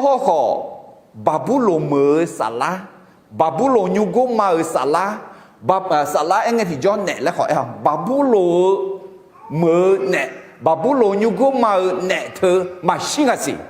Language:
Akha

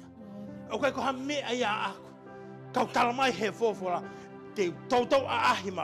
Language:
Tongan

